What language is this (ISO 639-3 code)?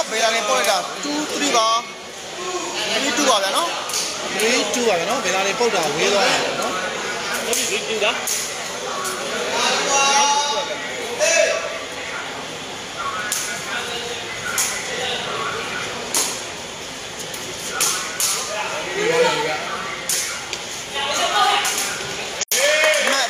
mya